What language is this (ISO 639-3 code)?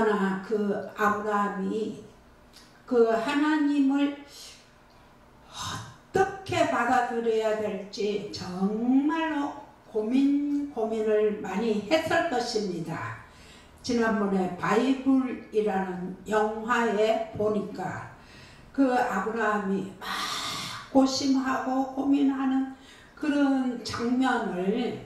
kor